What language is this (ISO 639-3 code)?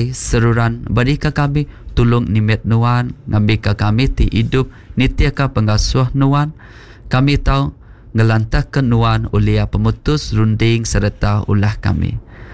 iba